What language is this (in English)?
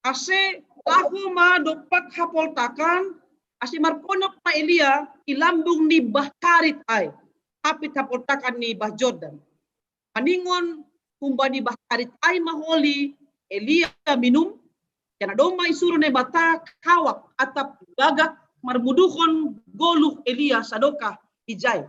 Batak Simalungun